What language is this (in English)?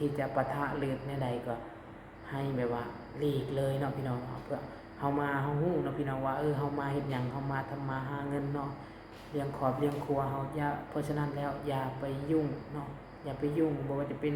Lao